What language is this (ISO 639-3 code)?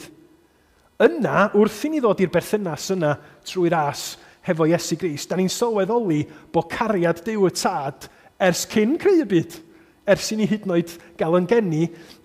cym